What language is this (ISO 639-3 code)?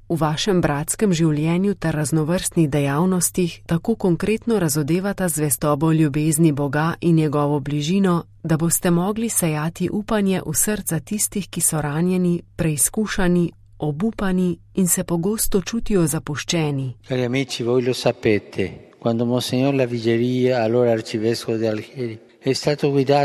slv